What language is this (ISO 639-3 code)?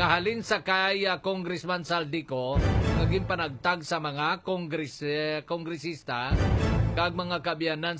hil